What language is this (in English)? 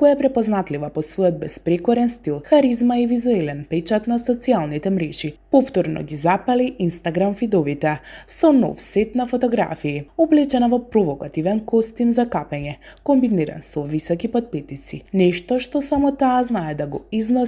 Macedonian